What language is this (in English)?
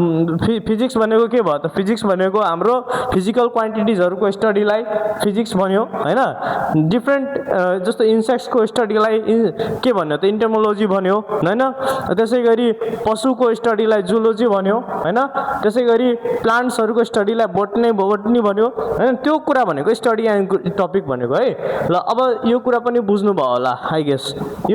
Nepali